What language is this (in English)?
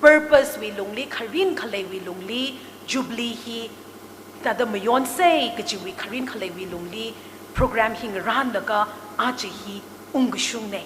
Tangkhul Naga (India)